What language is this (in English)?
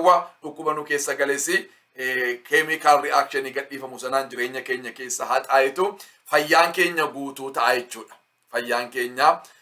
Oromo